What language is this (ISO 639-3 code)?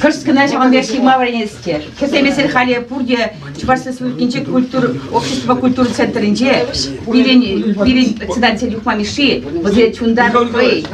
chv